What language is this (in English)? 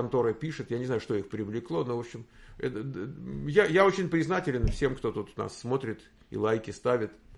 Russian